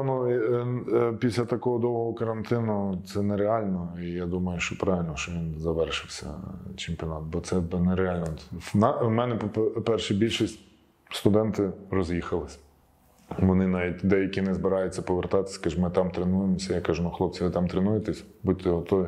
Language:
Ukrainian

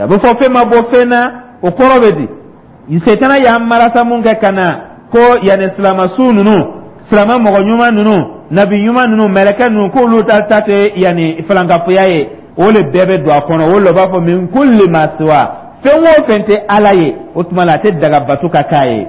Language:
Dyula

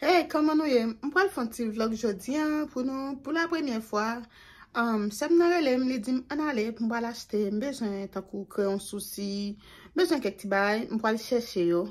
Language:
Haitian Creole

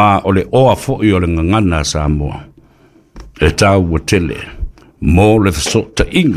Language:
Samoan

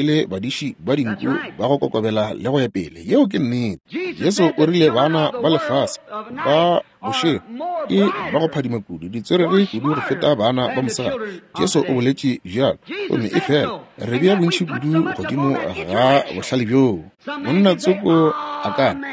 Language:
Northern Sotho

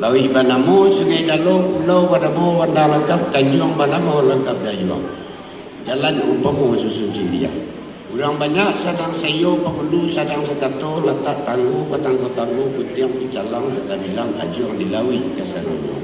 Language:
Minangkabau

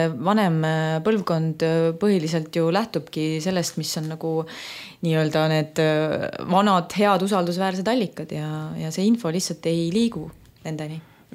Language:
Estonian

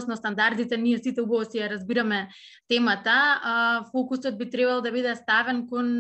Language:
Macedonian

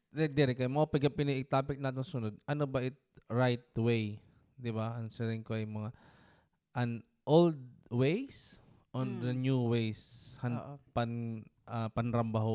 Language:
Waray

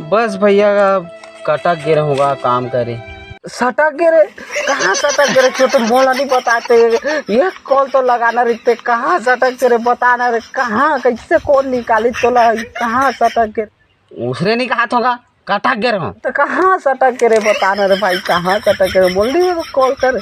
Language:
Chhattisgarhi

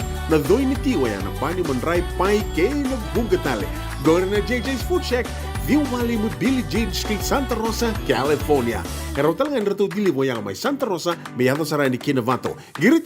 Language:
Fijian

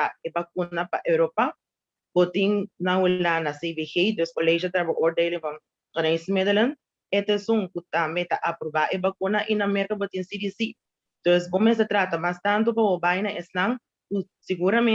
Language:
Papiamento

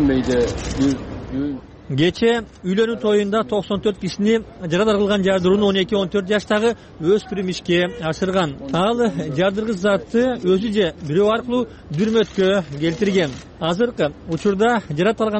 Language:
Kyrgyz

